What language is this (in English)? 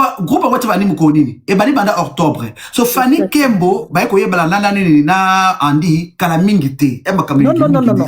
Lingala